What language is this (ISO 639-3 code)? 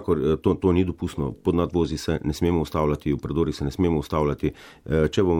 slv